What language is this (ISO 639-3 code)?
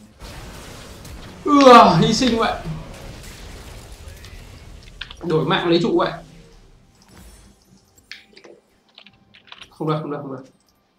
vie